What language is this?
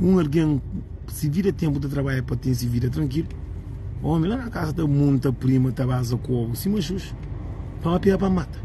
Kabuverdianu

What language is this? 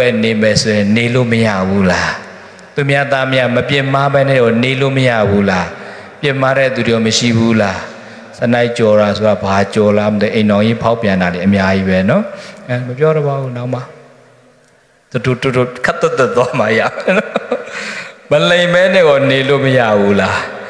Burmese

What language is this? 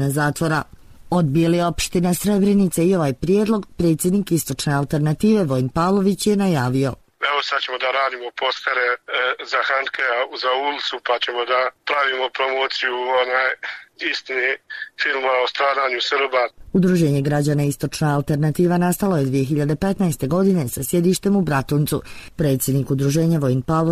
Serbian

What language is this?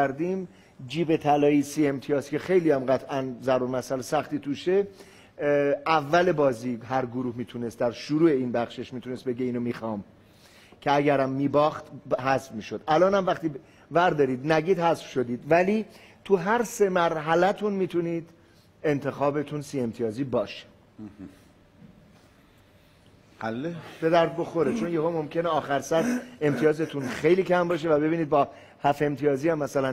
Persian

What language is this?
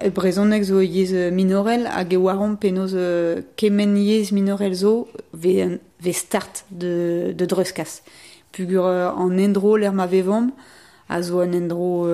Breton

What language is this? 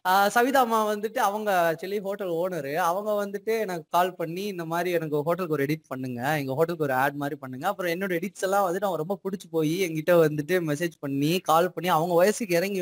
Tamil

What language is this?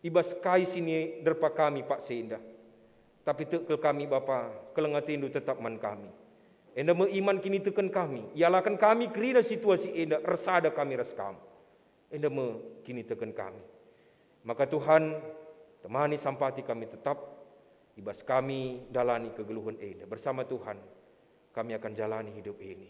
Batak Karo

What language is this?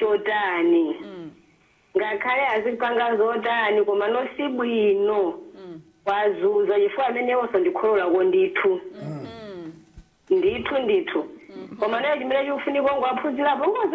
Nyanja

